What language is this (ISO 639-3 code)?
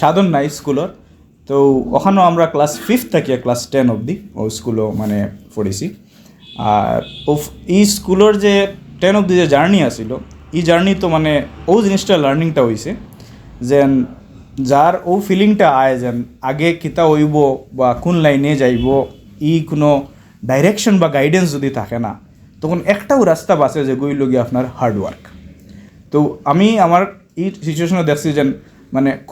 syl